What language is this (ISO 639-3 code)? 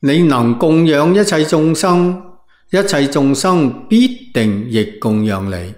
yue